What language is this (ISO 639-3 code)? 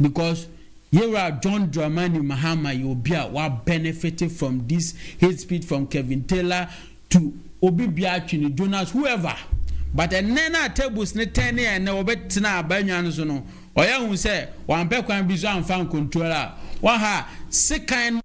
aka